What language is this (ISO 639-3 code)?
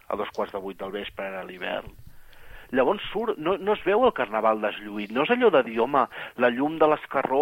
cat